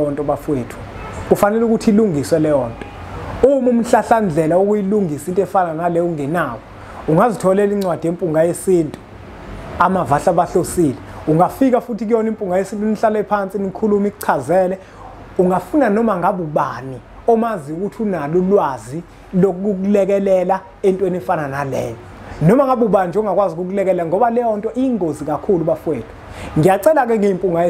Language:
Zulu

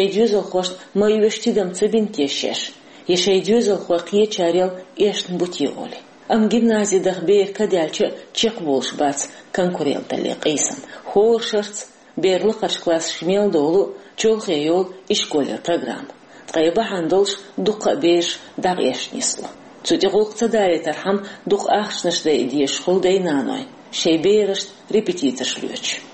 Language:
Chechen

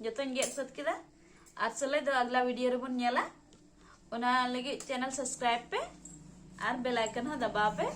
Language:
Santali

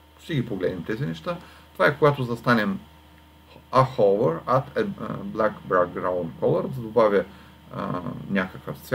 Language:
Bulgarian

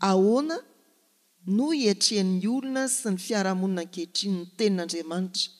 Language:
Malagasy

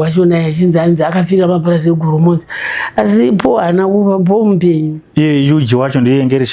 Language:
Shona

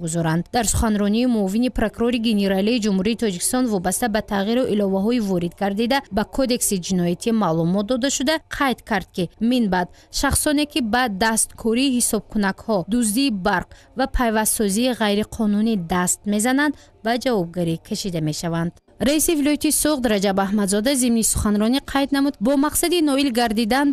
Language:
Tajik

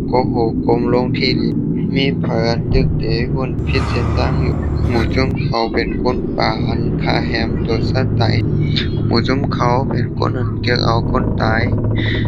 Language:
Shan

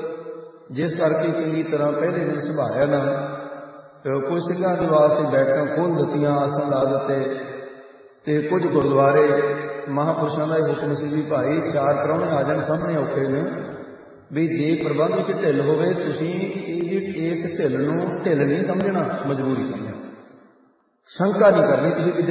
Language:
Punjabi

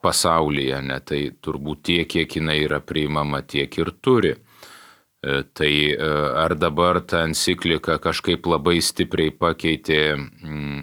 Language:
Lithuanian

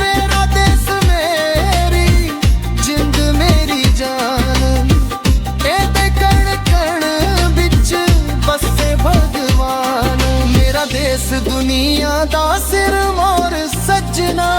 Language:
Dogri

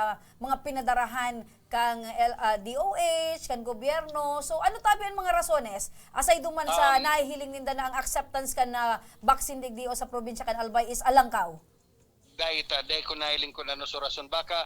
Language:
Bikol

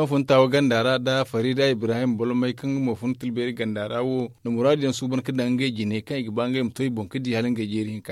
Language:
Zarma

